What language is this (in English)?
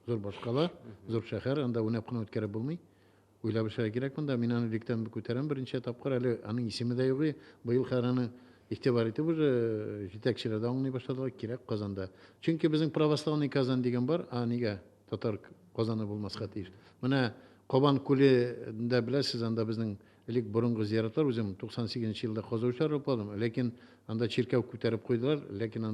Tatar